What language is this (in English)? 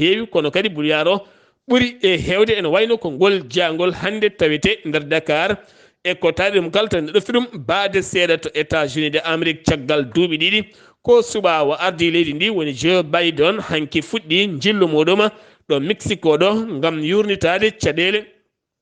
Fula